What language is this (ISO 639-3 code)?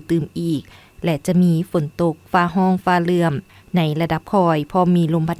lao